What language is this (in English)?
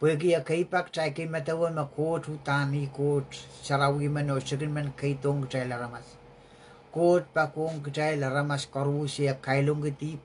Pohnpeian